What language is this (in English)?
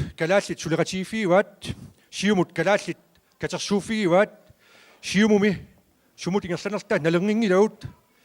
Kalaallisut